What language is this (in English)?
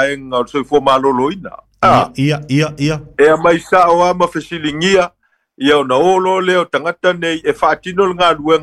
Samoan